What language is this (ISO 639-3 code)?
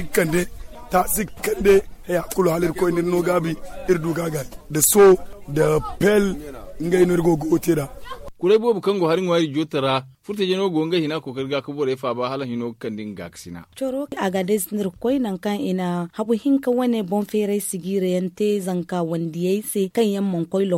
dje